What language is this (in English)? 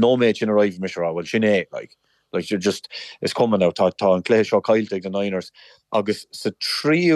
Irish